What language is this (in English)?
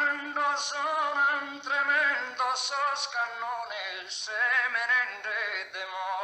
Sardinian